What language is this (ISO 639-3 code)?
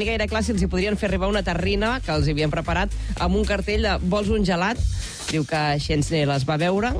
cat